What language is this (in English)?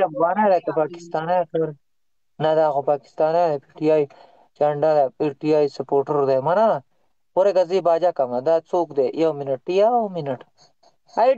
Pashto